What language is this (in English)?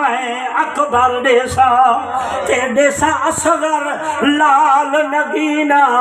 Saraiki